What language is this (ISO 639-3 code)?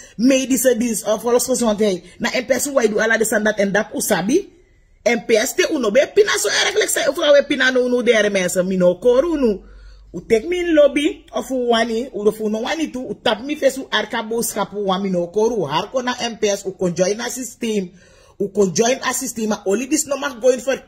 srn